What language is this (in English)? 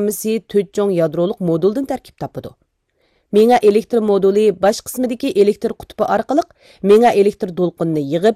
Uyghur